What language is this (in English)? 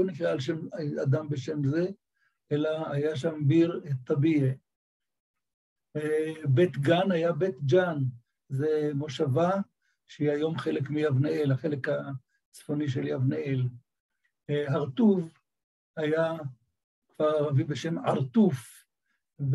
Hebrew